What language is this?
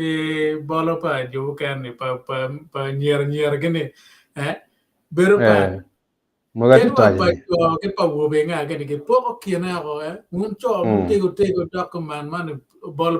Acoli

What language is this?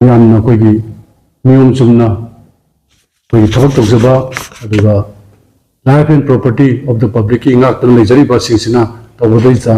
Manipuri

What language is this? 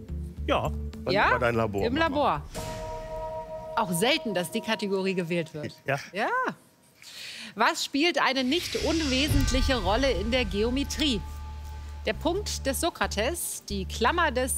German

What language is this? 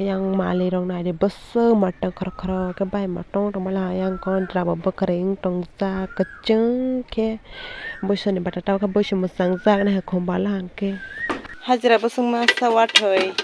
Kok Borok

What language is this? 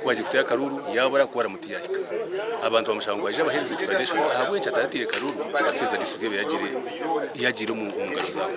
Nyankole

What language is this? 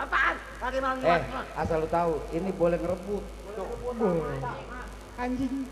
Betawi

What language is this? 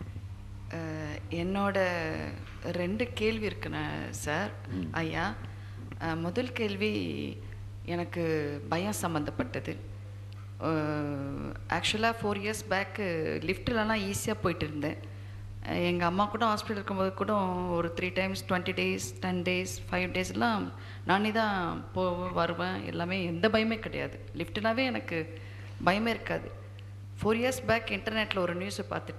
Tamil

